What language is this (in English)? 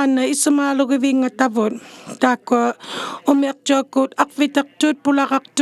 Inuktitut